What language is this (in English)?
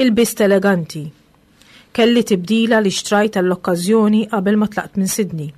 Maltese